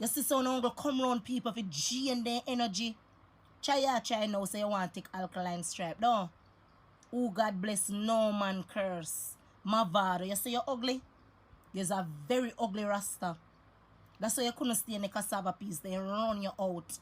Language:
Jamaican Creole English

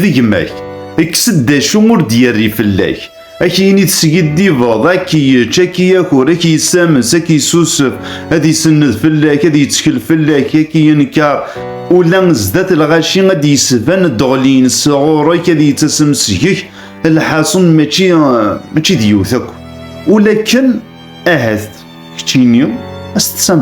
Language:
Kabyle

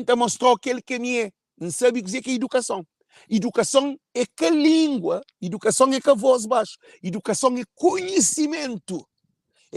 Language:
Kabuverdianu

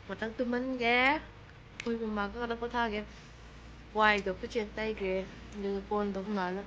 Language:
Manipuri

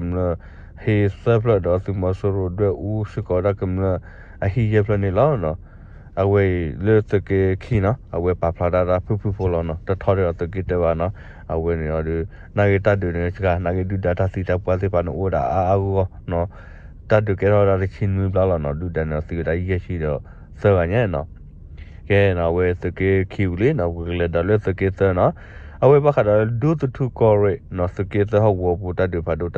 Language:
S'gaw Karen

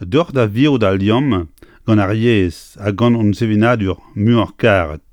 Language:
Breton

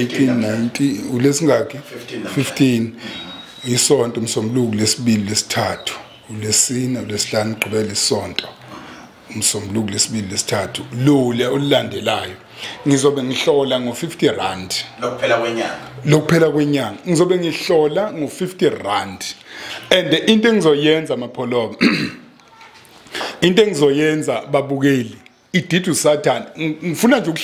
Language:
Zulu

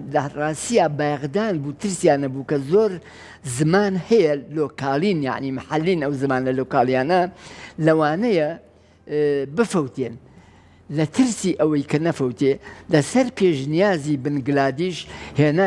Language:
Central Kurdish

